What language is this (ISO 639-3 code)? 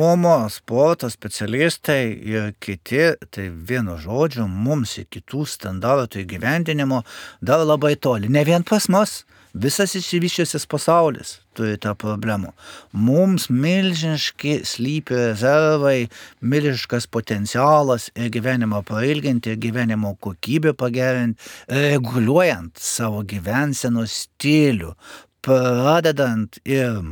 lit